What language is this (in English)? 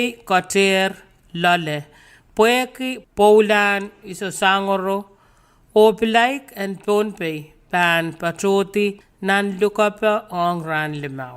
Pohnpeian